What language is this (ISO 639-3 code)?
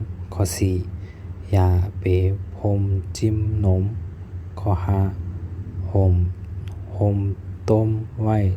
shn